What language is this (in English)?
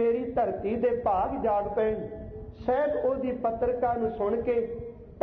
Punjabi